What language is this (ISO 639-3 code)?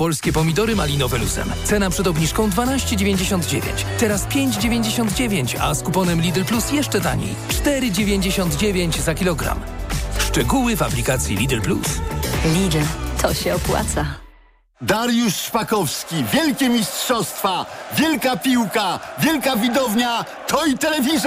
pol